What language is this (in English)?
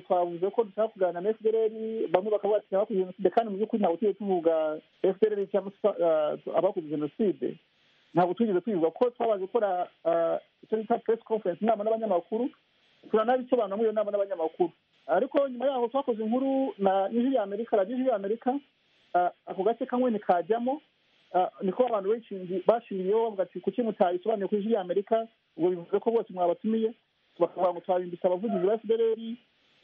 Kinyarwanda